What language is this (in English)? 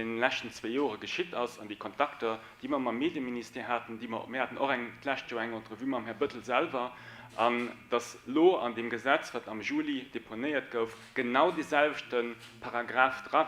Luxembourgish